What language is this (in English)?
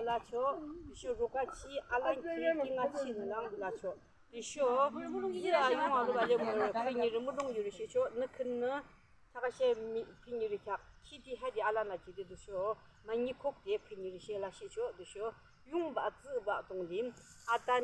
Yimchungru Naga